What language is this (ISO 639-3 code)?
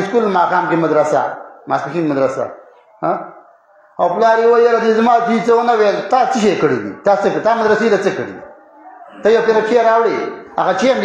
pus